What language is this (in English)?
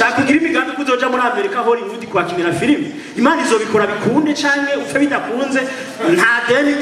Rundi